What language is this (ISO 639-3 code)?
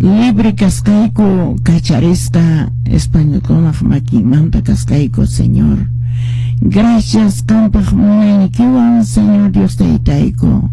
que